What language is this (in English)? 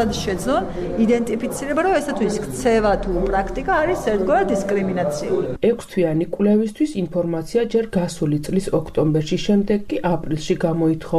Georgian